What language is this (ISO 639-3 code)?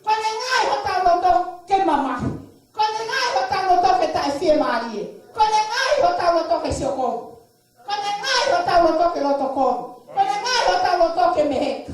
ton